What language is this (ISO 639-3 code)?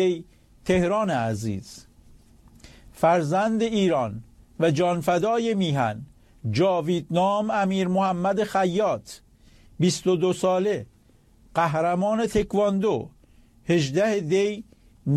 fas